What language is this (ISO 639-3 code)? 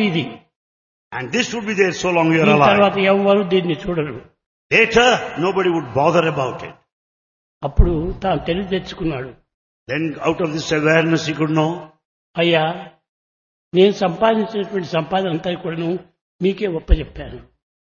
tel